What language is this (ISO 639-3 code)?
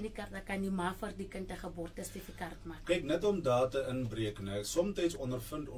afr